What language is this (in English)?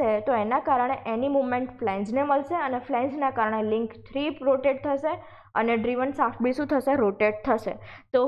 Gujarati